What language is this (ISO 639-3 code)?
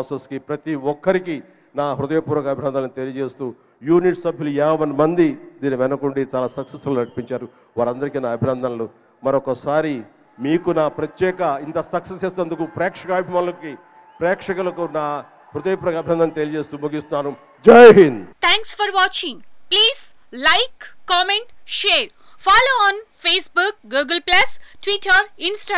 tel